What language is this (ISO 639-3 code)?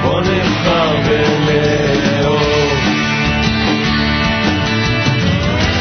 heb